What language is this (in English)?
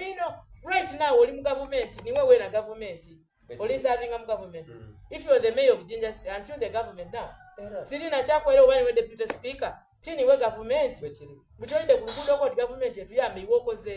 Soga